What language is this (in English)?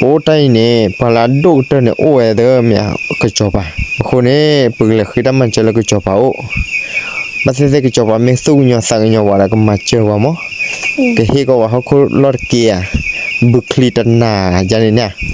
S'gaw Karen